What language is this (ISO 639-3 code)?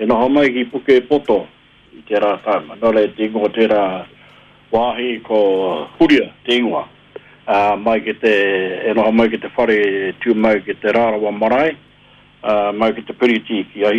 mri